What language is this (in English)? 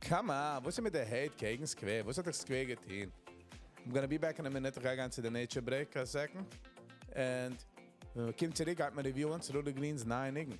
Yiddish